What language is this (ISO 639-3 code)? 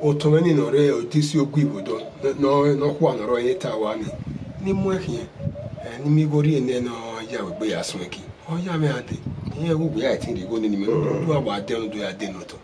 bin